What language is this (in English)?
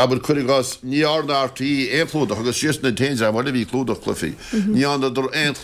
Irish